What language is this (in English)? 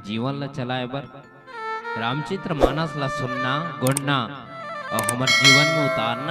Chhattisgarhi